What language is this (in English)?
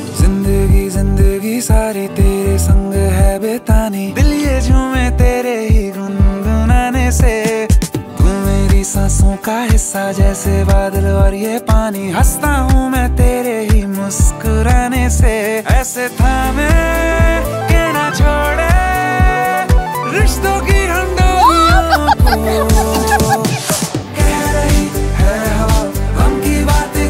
Hindi